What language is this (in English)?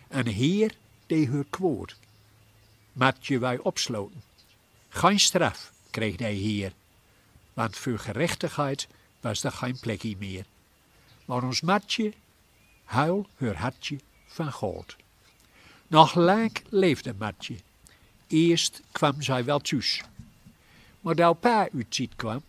Gronings